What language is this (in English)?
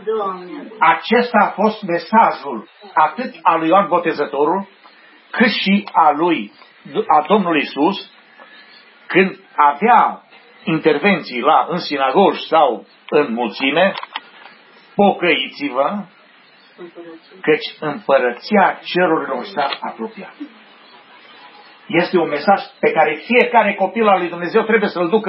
Romanian